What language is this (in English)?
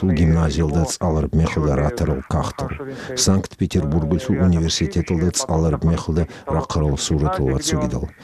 Avaric